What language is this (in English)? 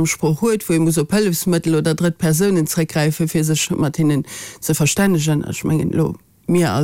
Luxembourgish